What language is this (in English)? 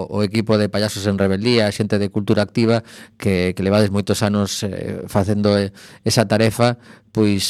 Galician